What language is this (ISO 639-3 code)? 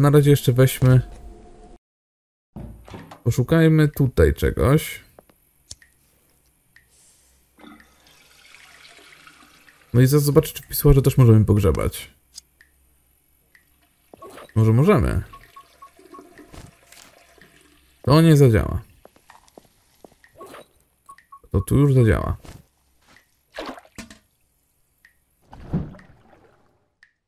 pol